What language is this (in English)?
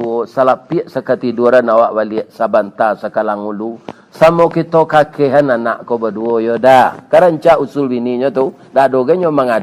Minangkabau